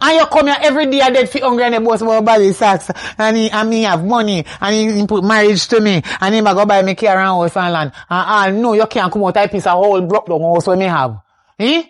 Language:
Jamaican Creole English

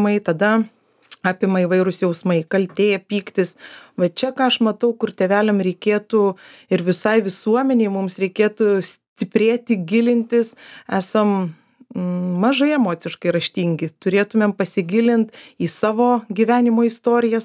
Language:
Lithuanian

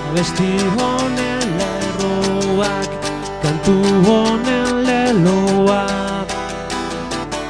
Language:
Basque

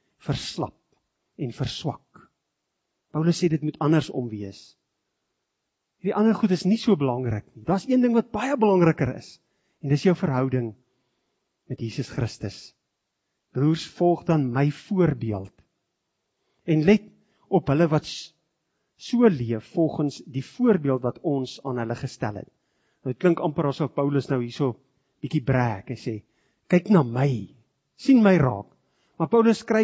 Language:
Afrikaans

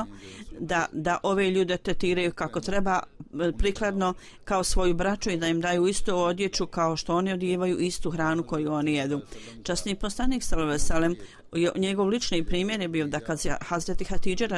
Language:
Bosnian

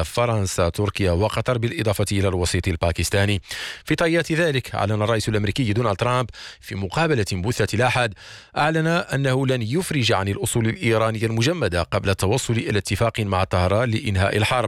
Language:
Arabic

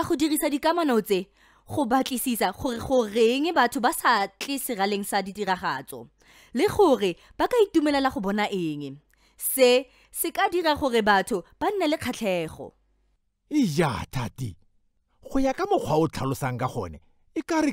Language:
Tswana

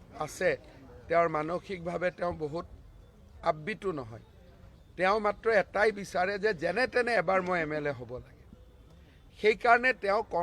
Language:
Assamese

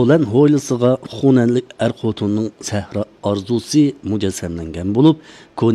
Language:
Uyghur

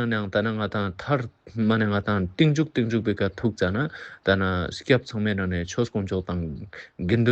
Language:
Ladakhi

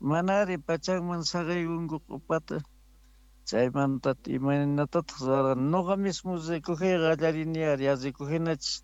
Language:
South Bolivian Quechua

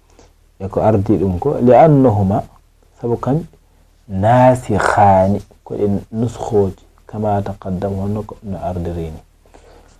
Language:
Fula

